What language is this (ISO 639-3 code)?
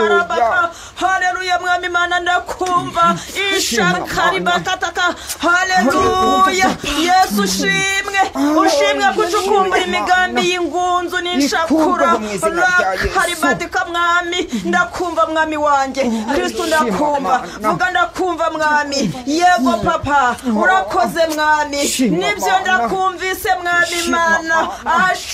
kin